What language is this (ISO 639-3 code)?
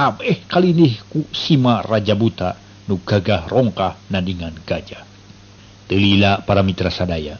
sun